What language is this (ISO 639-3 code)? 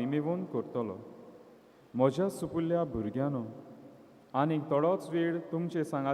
kok